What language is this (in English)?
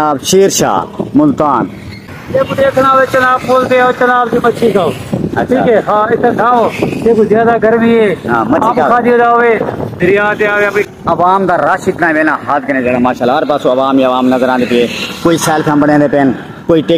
Saraiki